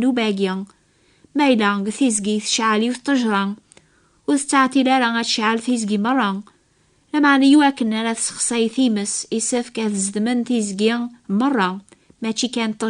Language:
Kabyle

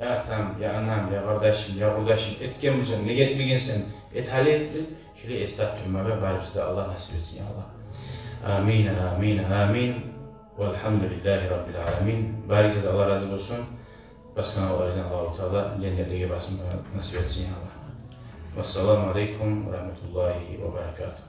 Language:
Kumyk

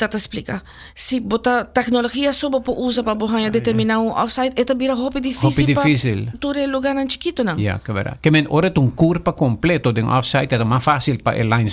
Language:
Papiamento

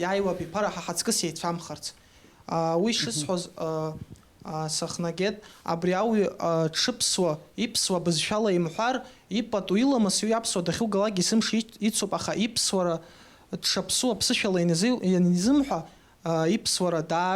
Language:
Abkhazian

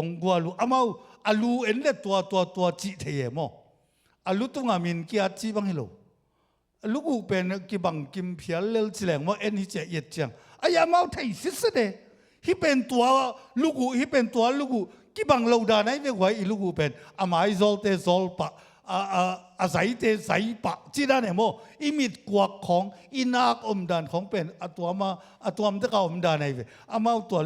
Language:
Tedim Chin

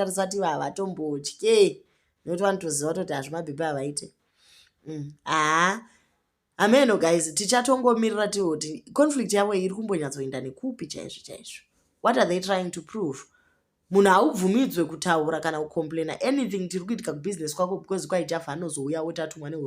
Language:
Shona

